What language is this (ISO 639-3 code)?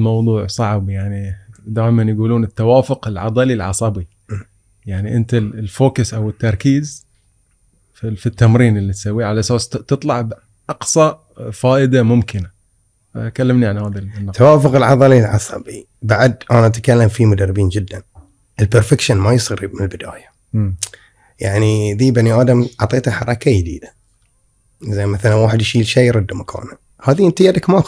afb